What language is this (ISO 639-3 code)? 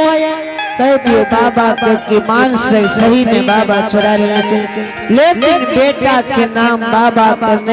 anp